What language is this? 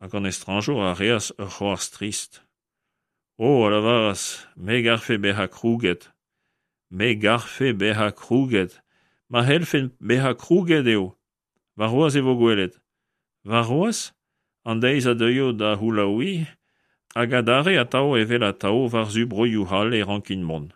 Breton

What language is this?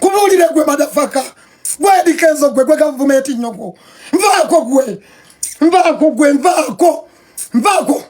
Ganda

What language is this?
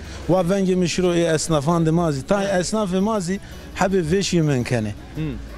Zaza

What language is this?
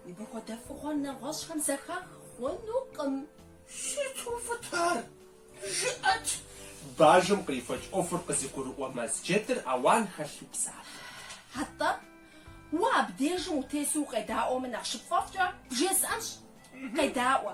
Kabardian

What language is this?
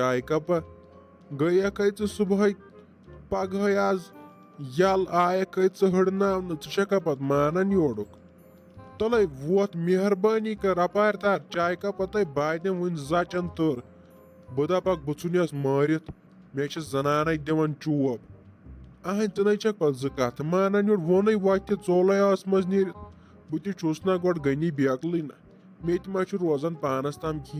Kashmiri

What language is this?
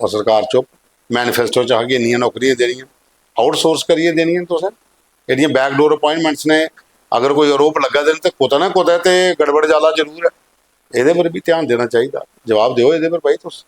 Dogri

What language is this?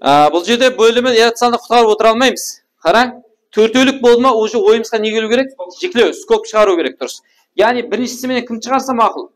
Kara-Kalpak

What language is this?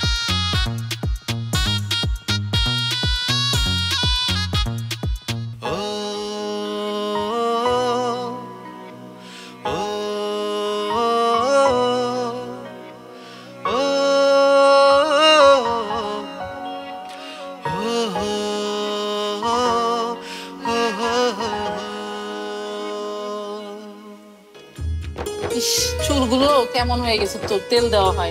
Bangla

